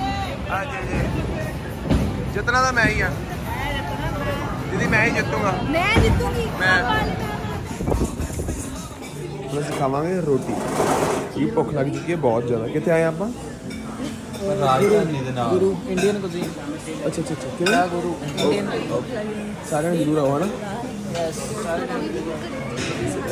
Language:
Punjabi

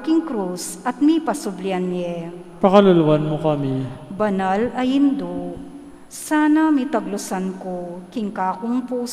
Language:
Pampanga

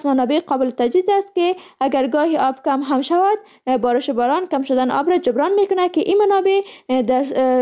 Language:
Persian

